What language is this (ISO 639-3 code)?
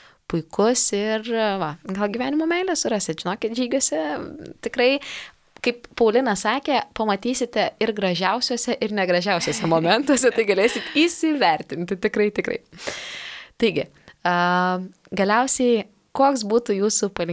lit